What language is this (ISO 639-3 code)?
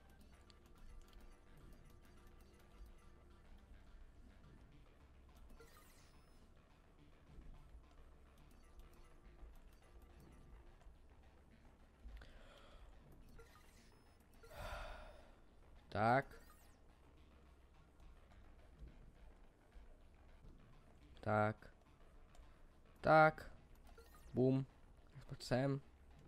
slk